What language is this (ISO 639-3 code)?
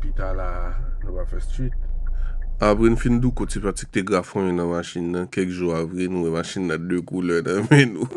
hat